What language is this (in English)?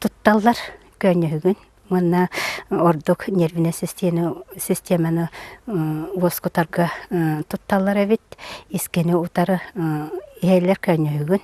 Yakut